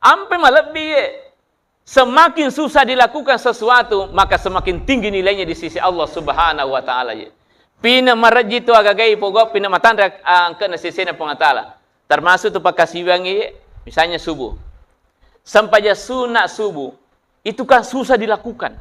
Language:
Buginese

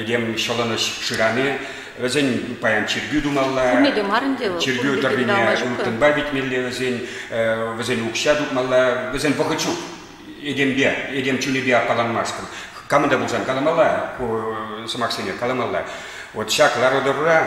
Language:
Chuvash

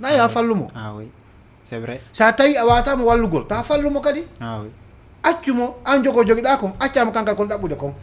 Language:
Fula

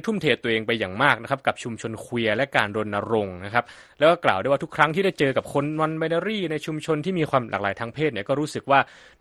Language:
Thai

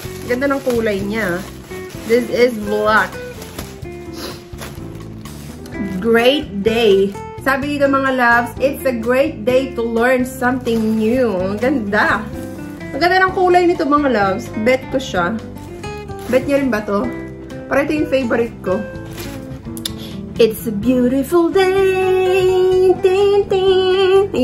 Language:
Filipino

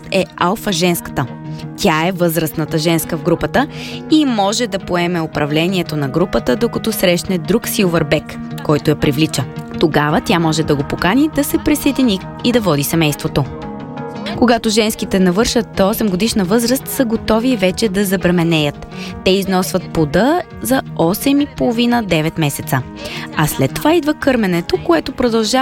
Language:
Bulgarian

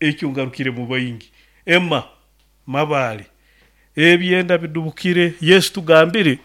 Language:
Nyoro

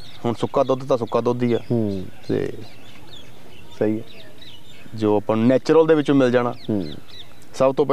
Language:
Punjabi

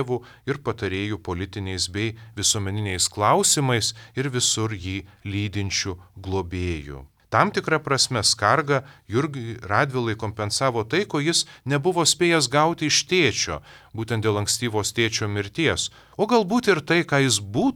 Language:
Lithuanian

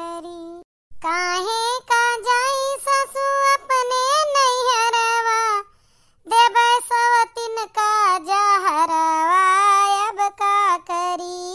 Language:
Awadhi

